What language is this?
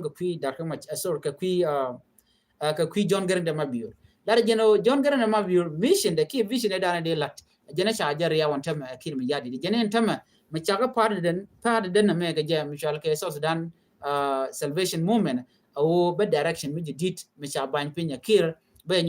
Nuer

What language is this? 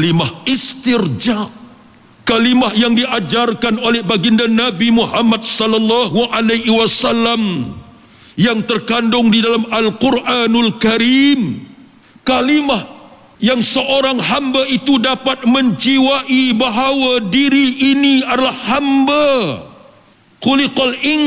Malay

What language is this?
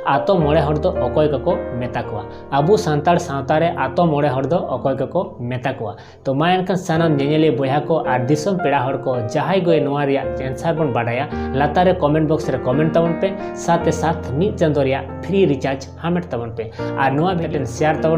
Santali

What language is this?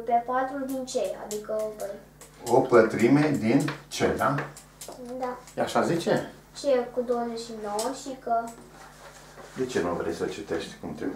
Romanian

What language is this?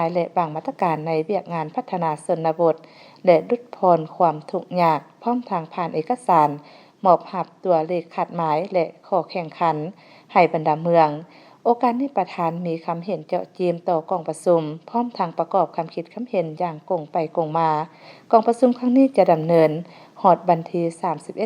Lao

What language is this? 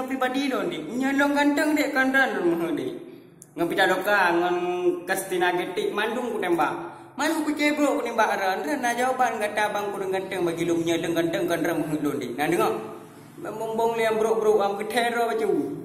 Achinese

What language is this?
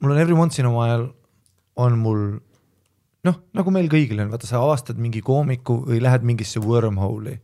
Estonian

